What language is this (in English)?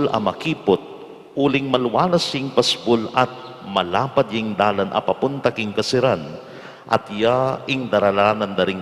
Pampanga